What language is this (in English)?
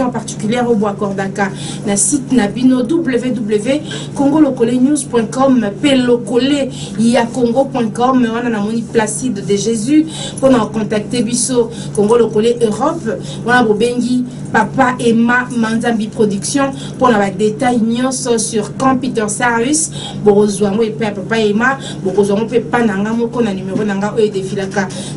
Lingala